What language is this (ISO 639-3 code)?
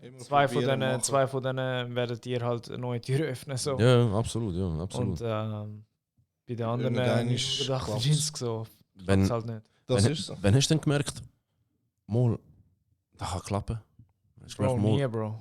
gsw